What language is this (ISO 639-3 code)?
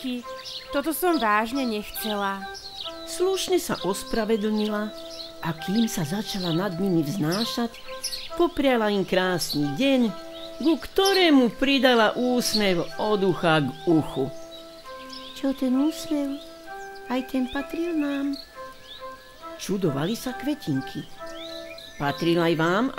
slk